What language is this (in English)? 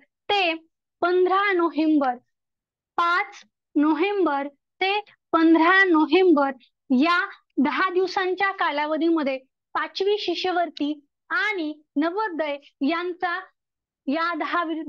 Marathi